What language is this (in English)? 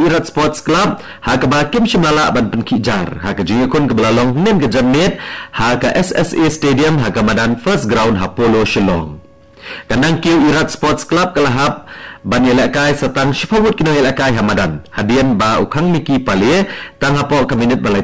Khasi